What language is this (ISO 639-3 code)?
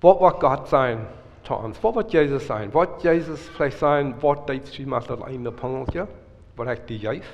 pdt